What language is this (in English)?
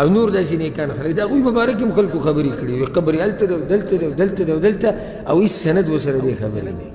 Pashto